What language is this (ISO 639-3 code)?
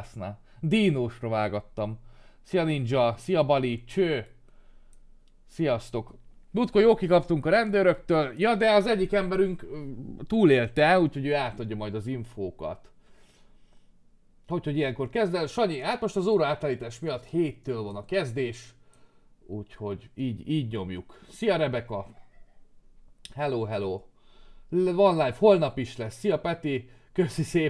hun